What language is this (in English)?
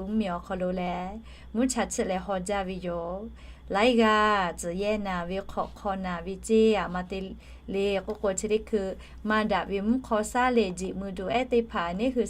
Lahu